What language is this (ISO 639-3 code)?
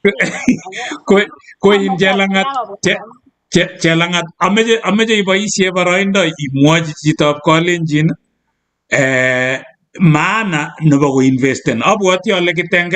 kln